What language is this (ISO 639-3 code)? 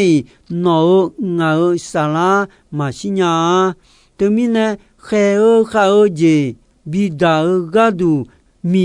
ahk